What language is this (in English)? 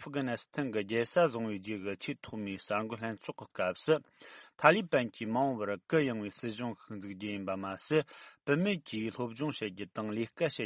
Tibetan